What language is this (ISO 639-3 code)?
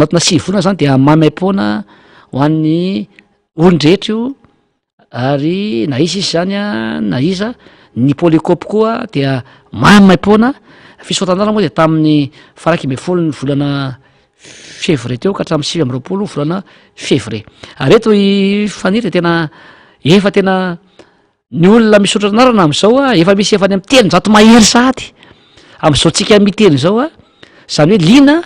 mlg